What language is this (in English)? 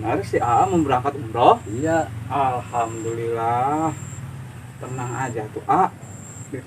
Betawi